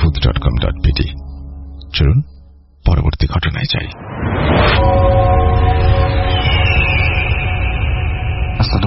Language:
Bangla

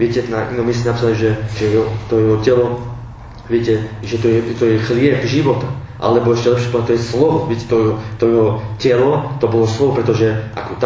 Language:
Slovak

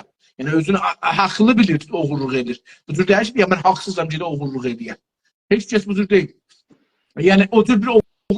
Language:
South Azerbaijani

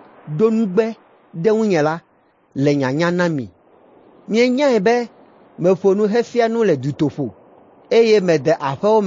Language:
Ewe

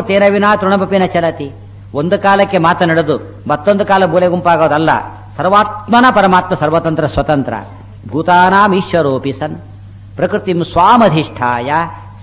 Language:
Kannada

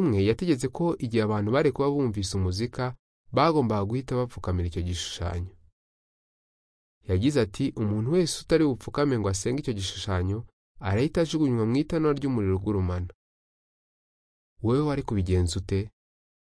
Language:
Kinyarwanda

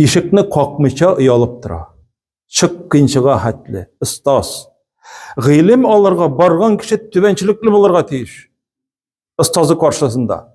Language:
Tatar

